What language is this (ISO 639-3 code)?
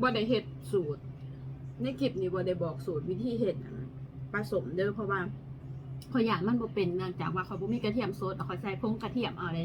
lao